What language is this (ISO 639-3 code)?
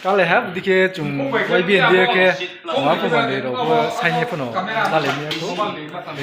ria